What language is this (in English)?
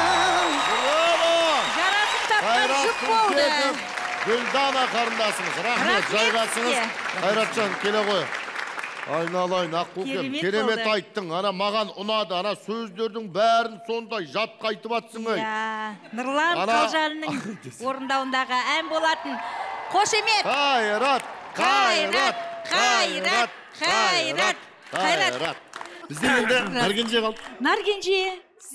Kazakh